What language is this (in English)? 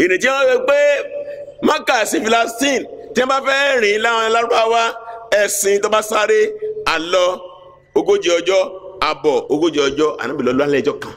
Yoruba